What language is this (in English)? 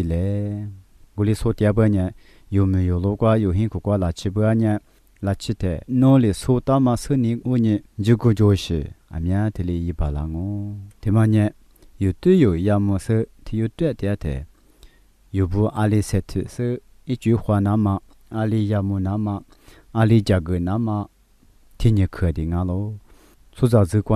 Lisu